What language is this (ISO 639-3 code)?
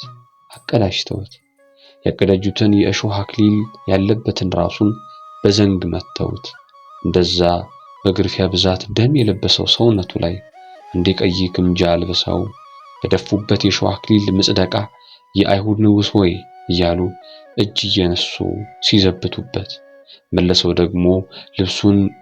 amh